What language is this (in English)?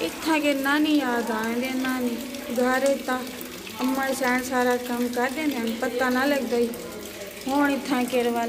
Saraiki